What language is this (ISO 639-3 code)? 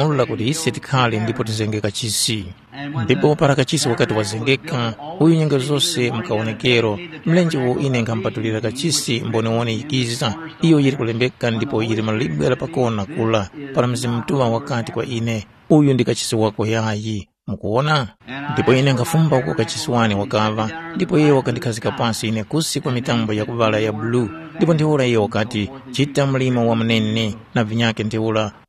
tum